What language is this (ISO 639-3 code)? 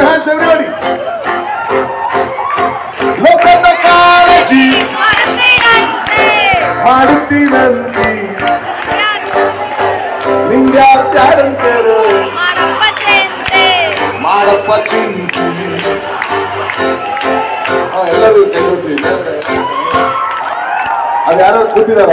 kan